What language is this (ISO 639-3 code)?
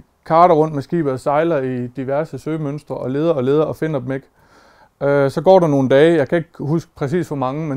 dan